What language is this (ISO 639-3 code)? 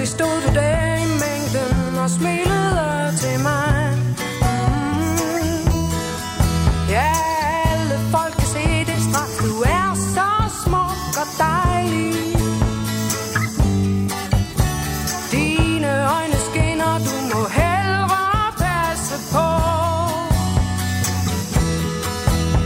dan